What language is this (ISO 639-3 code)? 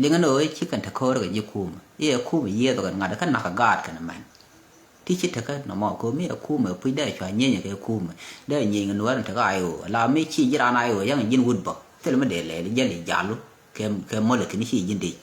nus